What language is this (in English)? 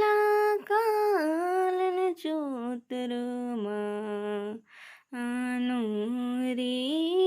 Kurukh